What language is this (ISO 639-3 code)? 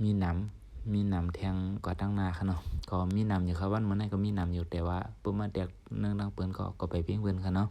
shn